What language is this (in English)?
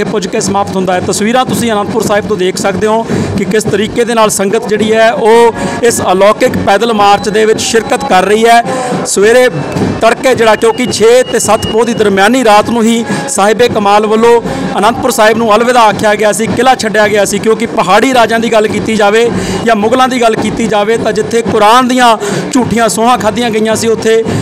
Punjabi